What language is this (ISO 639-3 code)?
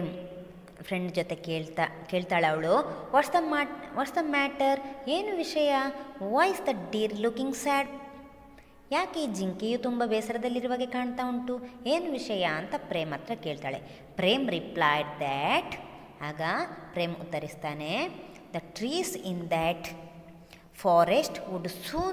kan